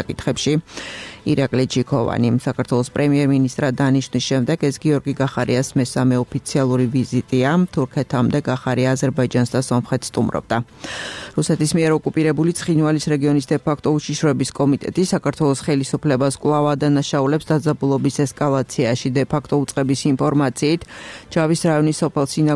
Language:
Georgian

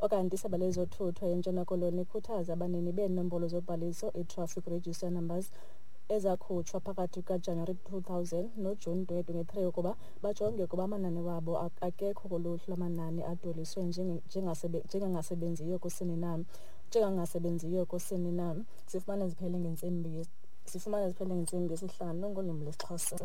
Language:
Xhosa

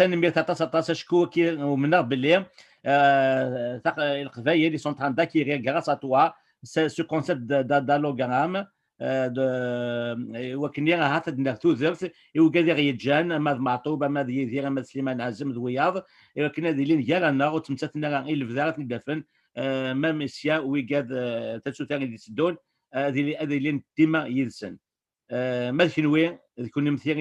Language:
Kabyle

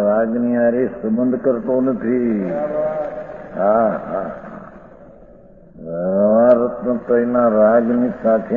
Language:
Gujarati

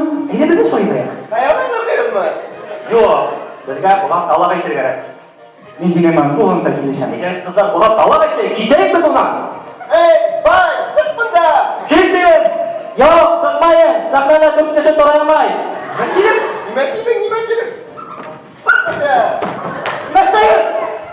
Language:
Bashkir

